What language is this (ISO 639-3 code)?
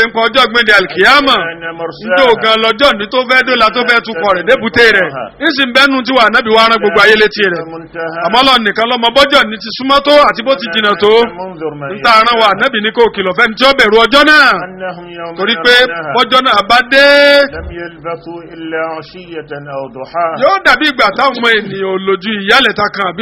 yor